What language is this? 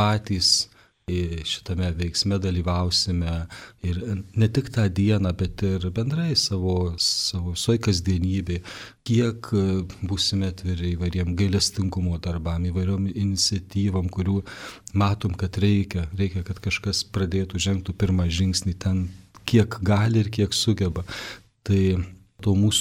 Lithuanian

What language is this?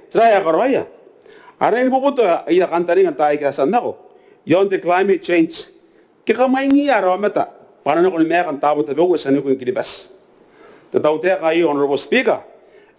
Gilbertese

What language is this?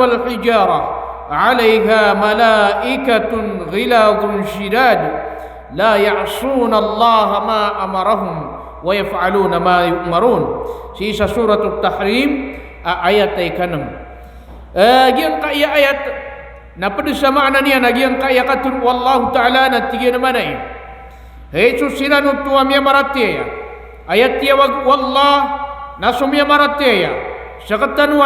Maranao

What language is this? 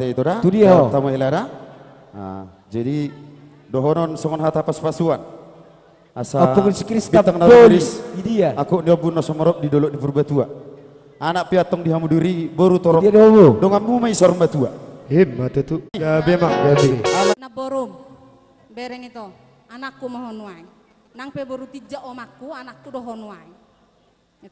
Batak Toba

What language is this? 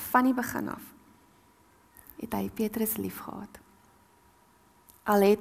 Afrikaans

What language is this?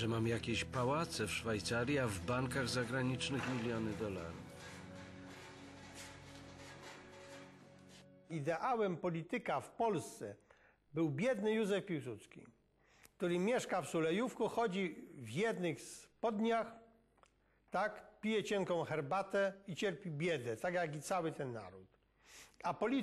Polish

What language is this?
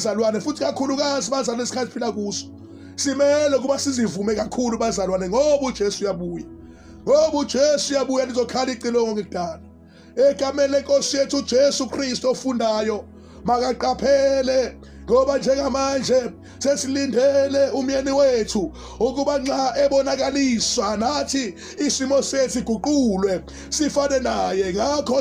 Zulu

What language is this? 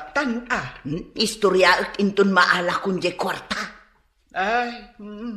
Iloko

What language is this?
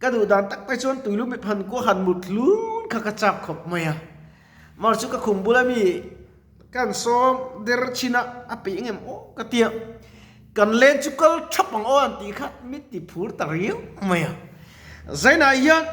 Mizo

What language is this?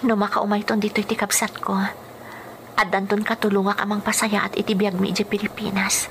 Iloko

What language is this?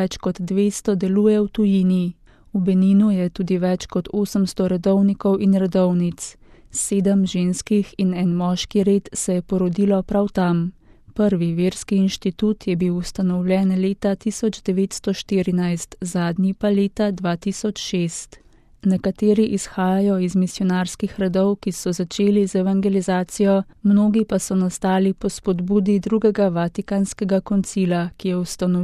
Slovenian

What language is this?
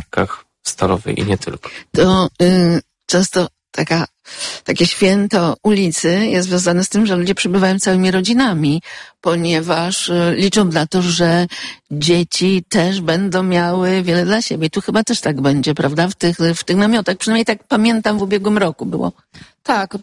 Polish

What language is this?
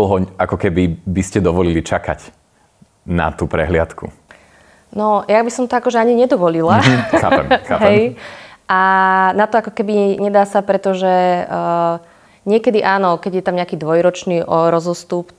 Slovak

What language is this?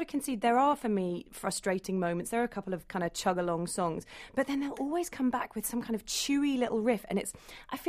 English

